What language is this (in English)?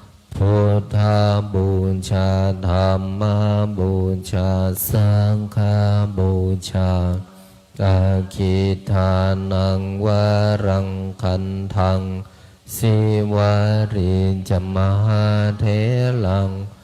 Pali